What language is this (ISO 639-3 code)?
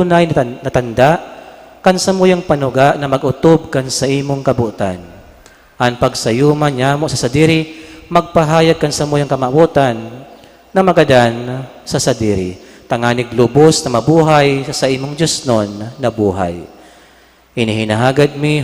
bik